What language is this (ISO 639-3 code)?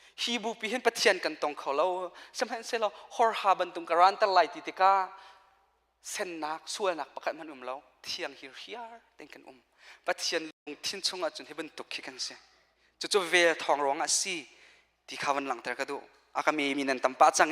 cnh